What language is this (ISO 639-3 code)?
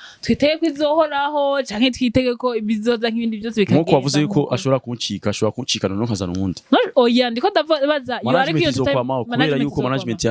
run